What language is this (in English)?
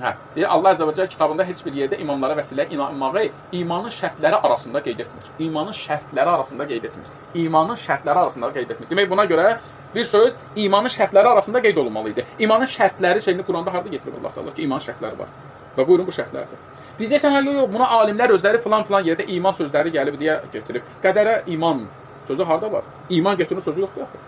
Azerbaijani